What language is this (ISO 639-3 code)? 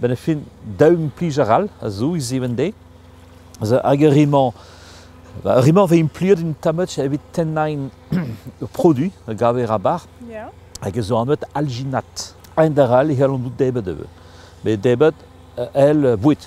bre